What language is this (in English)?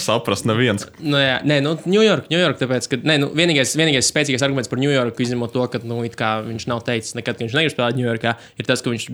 Latvian